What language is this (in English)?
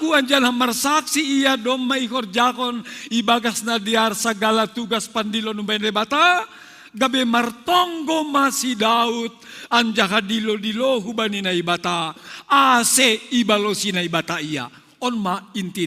Batak Simalungun